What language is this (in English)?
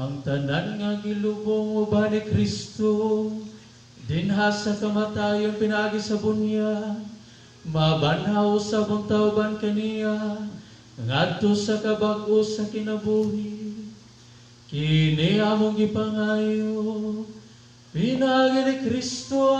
Cebuano